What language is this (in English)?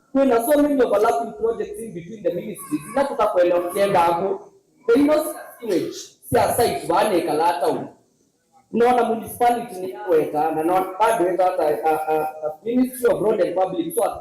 Kamba